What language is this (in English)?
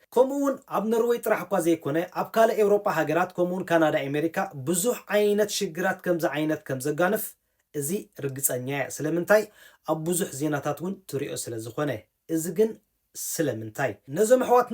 Tigrinya